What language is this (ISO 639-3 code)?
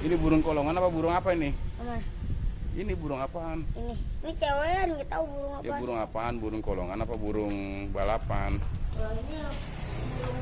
bew